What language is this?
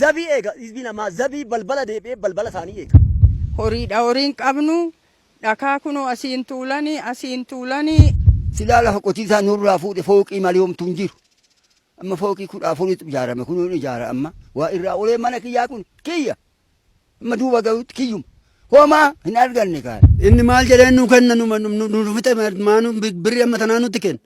Oromo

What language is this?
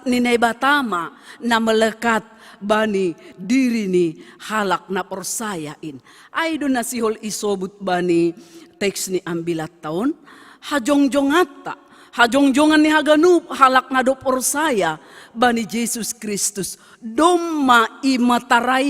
Batak Simalungun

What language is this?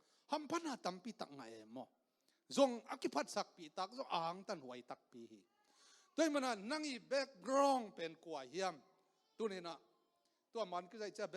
Tedim Chin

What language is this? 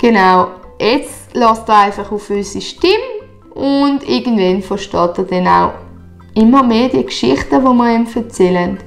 Swiss German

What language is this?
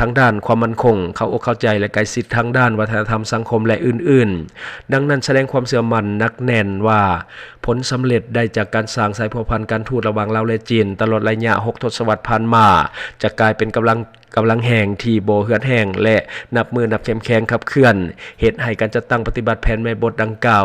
Lao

